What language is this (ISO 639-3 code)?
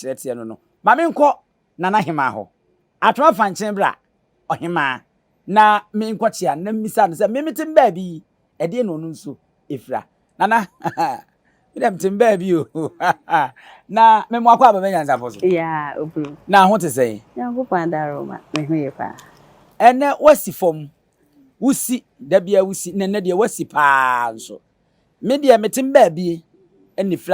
aka